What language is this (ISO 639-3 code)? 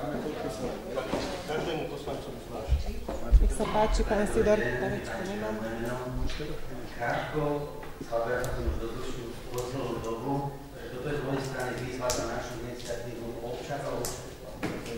slk